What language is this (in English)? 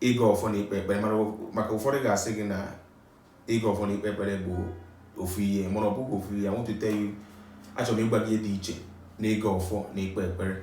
Igbo